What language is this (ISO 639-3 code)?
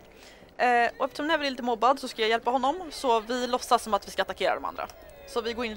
swe